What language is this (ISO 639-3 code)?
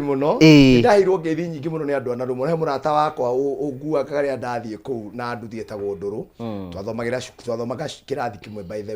kik